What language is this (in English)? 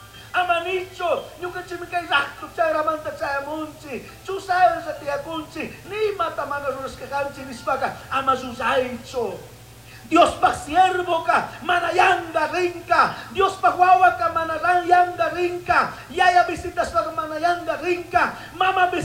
Chimborazo Highland Quichua